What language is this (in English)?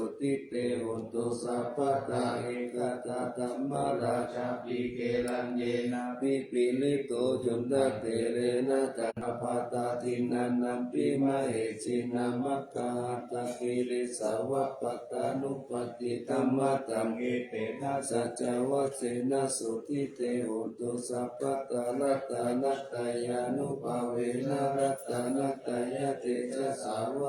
Pali